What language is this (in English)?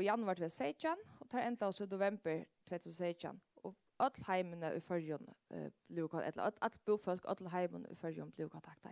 Faroese